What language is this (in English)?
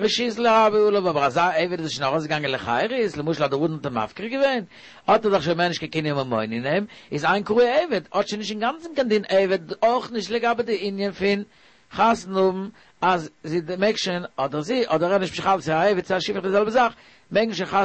Yiddish